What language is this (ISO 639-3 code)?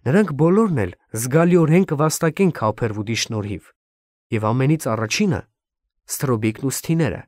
hye